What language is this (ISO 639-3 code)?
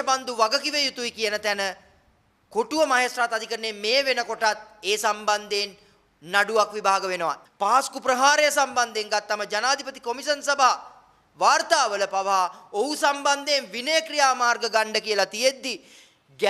sin